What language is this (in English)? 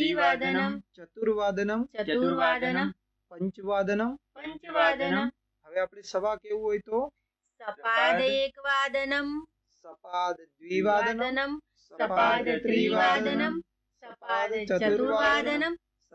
Gujarati